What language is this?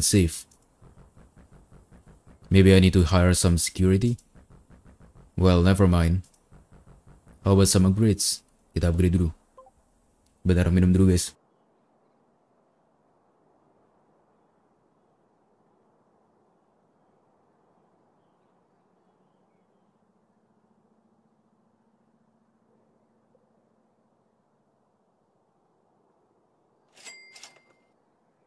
Indonesian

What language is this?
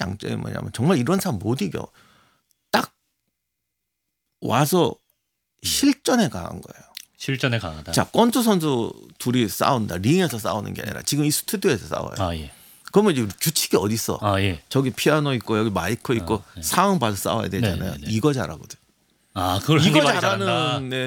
Korean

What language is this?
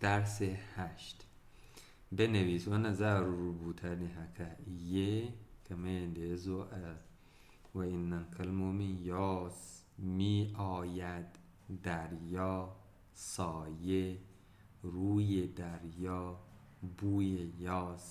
Hausa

